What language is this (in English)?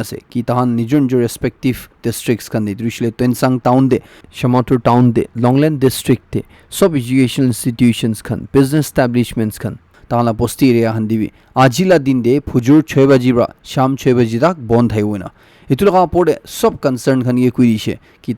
Naga Pidgin